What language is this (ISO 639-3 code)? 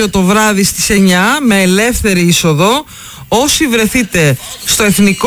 ell